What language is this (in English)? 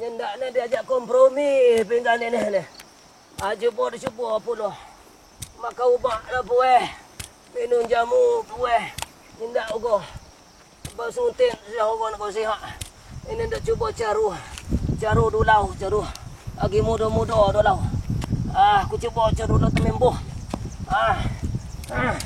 Minangkabau